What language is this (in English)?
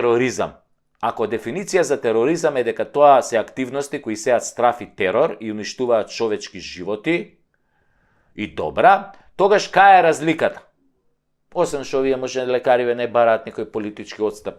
Macedonian